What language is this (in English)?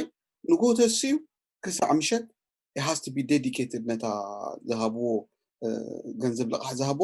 Tigrinya